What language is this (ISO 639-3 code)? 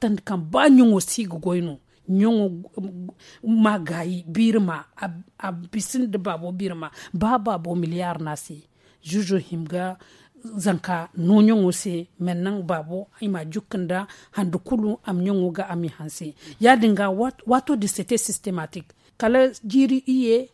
dje